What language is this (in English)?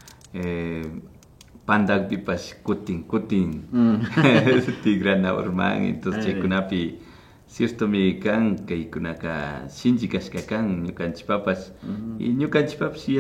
Imbabura Highland Quichua